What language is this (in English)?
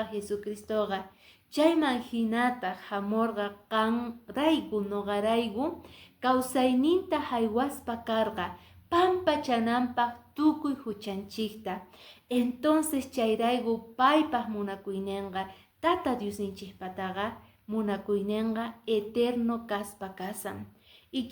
Quechua